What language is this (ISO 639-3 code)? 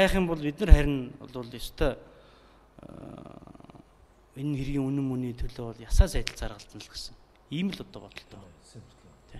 mon